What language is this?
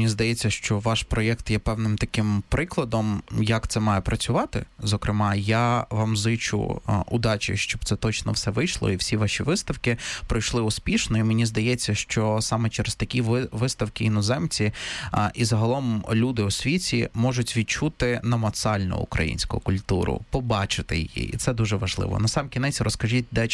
Ukrainian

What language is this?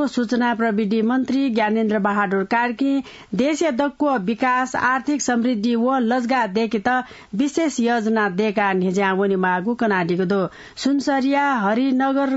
Newari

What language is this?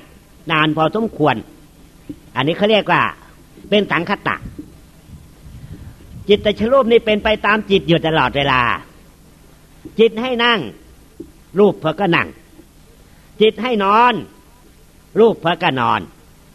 Thai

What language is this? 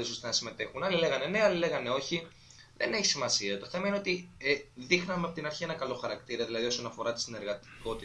Greek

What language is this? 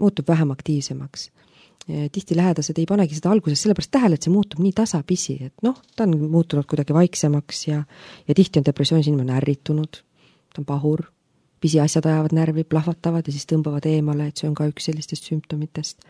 Estonian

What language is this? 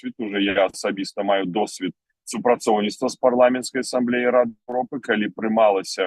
Belarusian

